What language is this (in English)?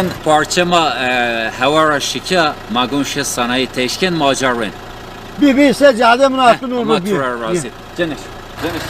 Zaza